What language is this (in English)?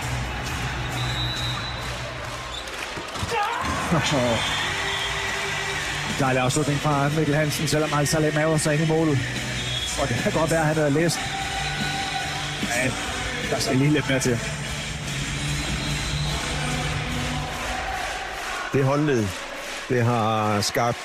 Danish